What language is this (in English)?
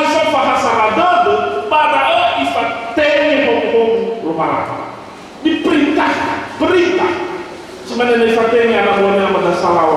Nias